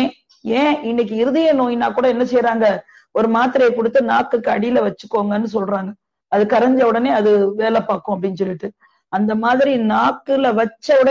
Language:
Tamil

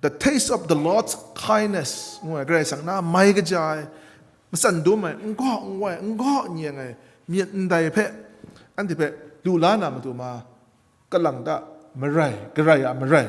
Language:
Kachin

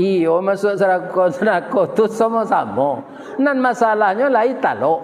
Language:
Minangkabau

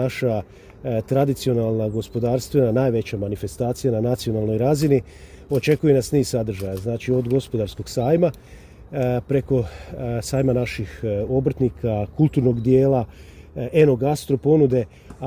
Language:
Croatian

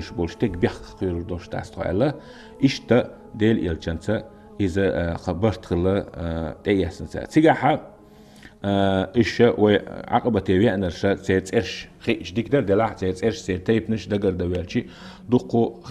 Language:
Chechen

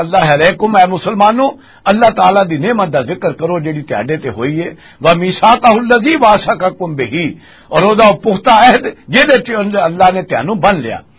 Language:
Western Panjabi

